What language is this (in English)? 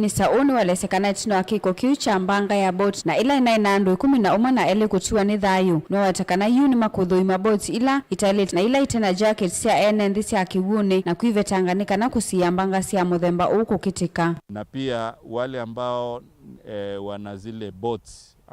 Kamba